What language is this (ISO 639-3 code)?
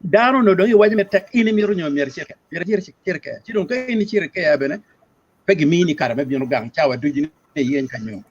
ach